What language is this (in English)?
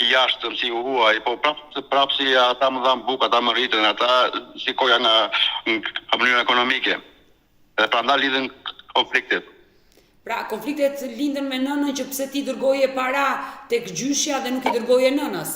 Albanian